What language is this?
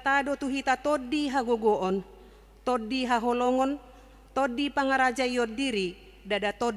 Batak Toba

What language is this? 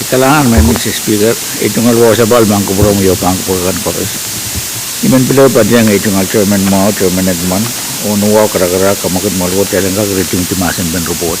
Pohnpeian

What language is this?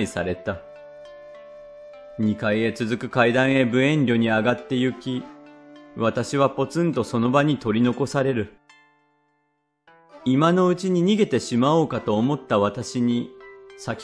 Japanese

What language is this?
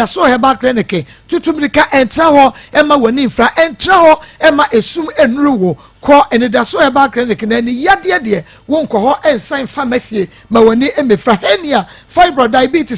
Akan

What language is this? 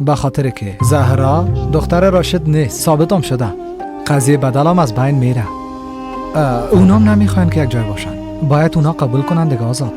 Persian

